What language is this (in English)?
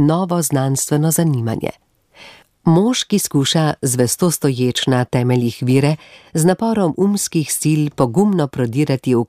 Slovenian